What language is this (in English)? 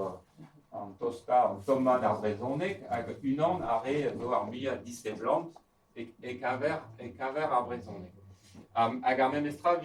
Breton